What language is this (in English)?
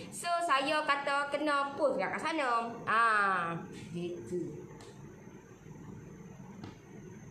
Malay